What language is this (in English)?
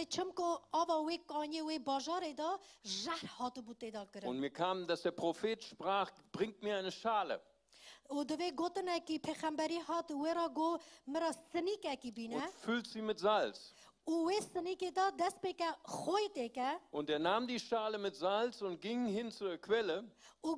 Kurdish